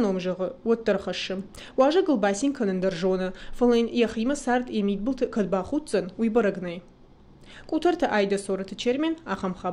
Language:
Ossetic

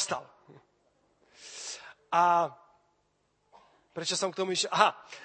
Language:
Slovak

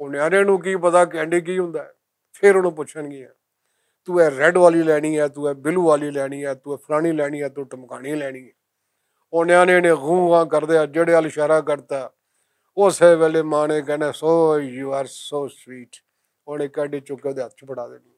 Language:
Western Panjabi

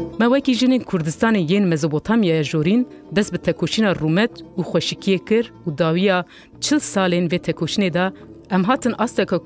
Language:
Kurdish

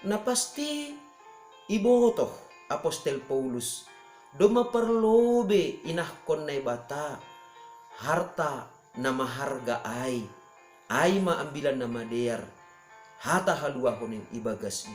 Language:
Batak Simalungun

